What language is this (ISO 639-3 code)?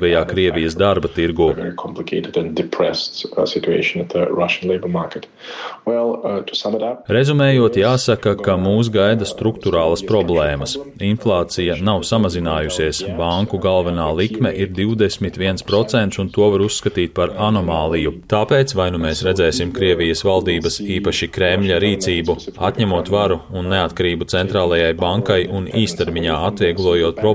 lav